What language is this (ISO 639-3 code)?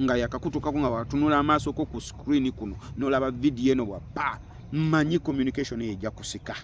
lug